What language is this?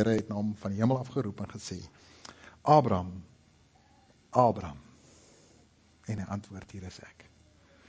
Afrikaans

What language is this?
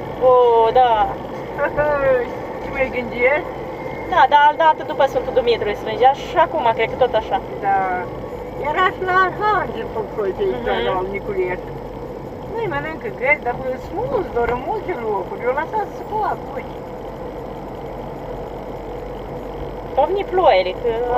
Romanian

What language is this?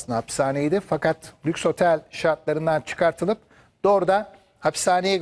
Turkish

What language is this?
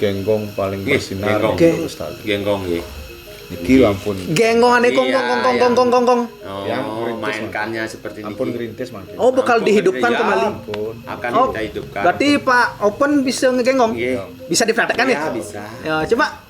Balinese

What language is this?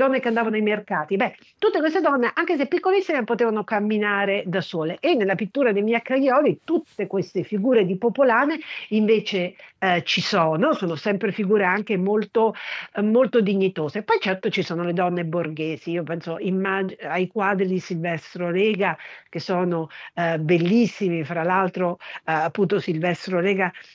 Italian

